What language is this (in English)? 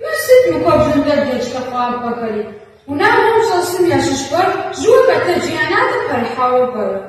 Kabardian